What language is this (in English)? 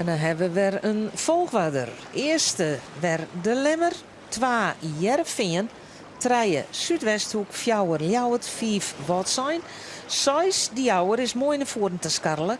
Western Frisian